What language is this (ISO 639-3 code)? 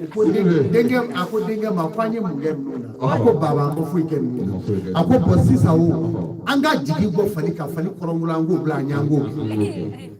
bam